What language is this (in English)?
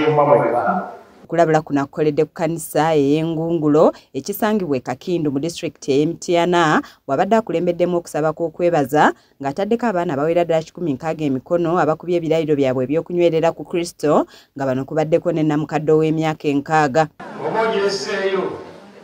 Ganda